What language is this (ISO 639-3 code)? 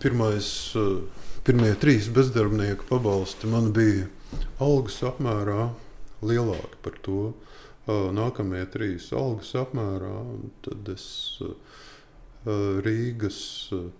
lav